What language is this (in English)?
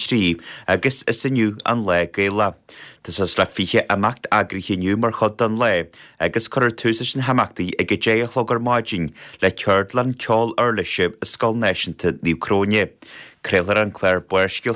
Irish